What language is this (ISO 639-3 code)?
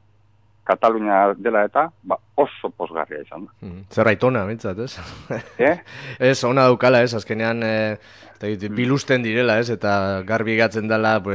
eus